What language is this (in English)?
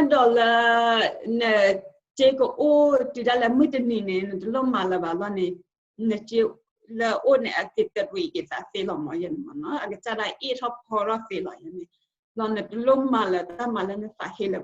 S'gaw Karen